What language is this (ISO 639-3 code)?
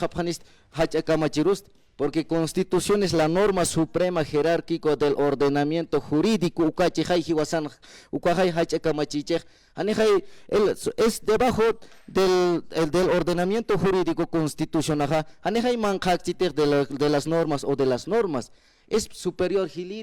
aym